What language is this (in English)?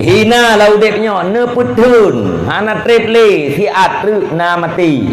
Achinese